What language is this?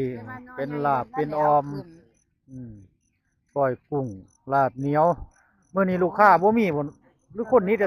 Northeastern Thai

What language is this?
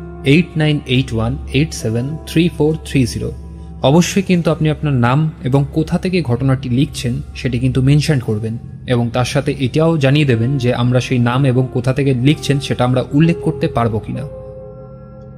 Bangla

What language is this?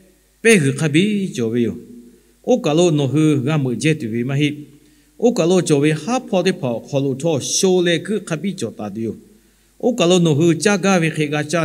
Lahu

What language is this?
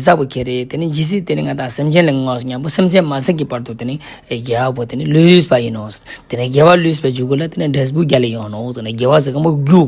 Ladakhi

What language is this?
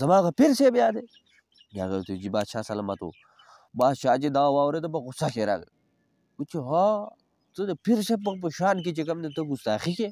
Pashto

